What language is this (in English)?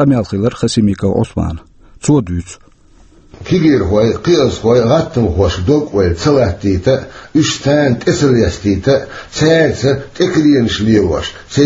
Chechen